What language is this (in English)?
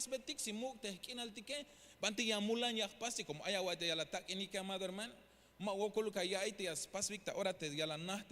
Tzeltal